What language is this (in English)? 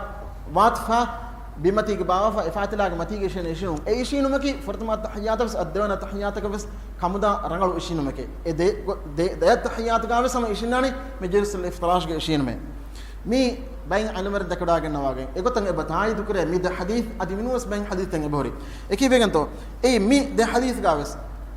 Divehi